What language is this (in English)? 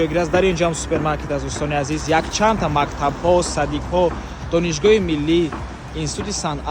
Tajik